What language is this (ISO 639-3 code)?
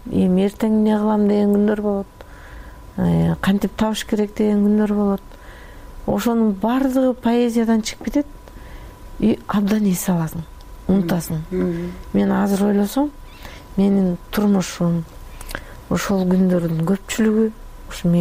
kir